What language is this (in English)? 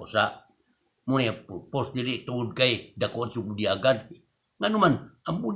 Cebuano